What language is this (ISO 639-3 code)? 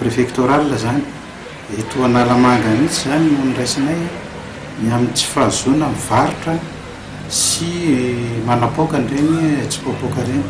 mlg